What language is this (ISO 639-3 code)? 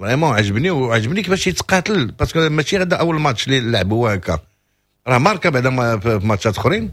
ary